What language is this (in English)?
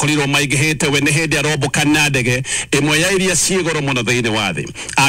Kikuyu